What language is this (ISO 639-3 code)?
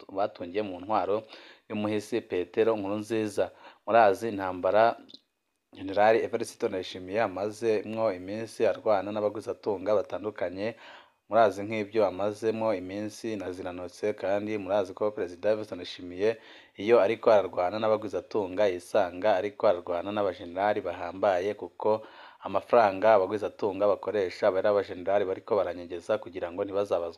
run